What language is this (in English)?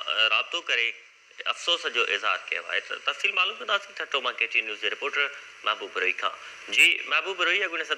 Sindhi